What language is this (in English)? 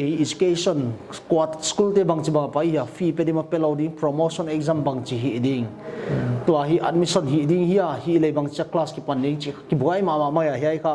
Paite Chin